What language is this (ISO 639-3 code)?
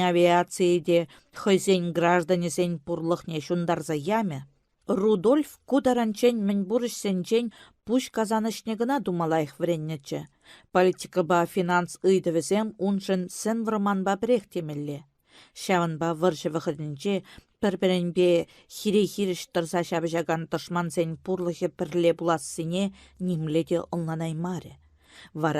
chv